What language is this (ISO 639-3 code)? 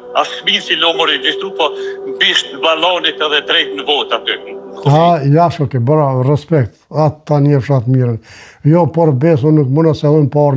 sqi